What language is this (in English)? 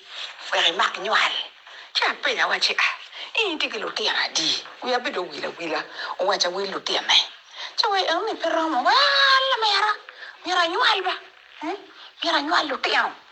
Acoli